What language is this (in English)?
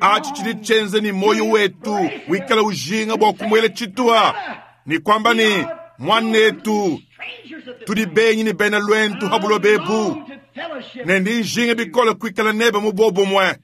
Luba-Lulua